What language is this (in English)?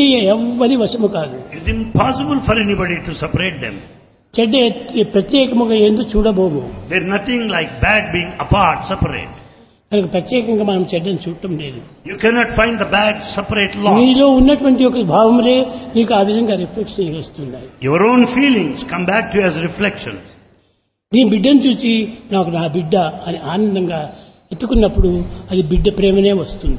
Telugu